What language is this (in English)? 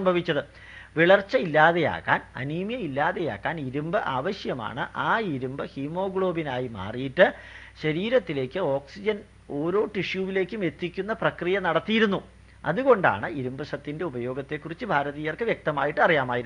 Malayalam